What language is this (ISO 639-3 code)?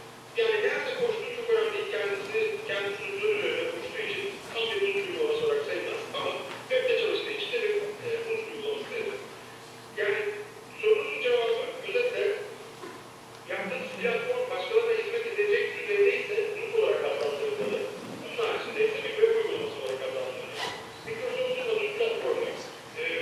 tur